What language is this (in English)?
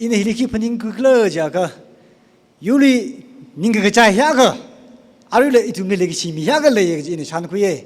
Tangkhul Naga (India)